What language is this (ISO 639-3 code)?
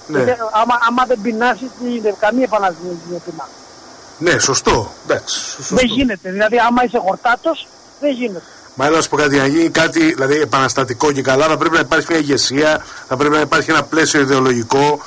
ell